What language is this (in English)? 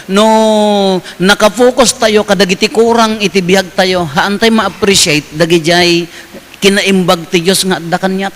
Iloko